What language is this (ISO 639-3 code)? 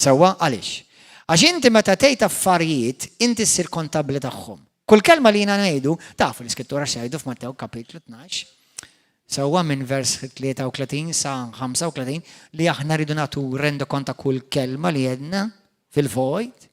mlt